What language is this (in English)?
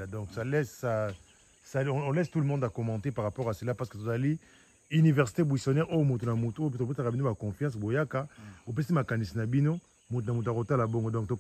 Lingala